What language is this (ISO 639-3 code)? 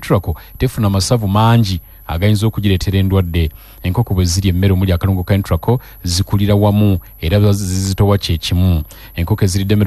lug